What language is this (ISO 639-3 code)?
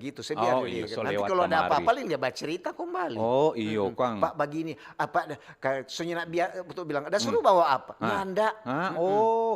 xmm